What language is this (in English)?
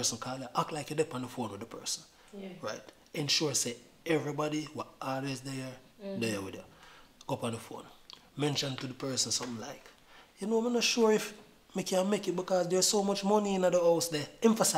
Jamaican Creole English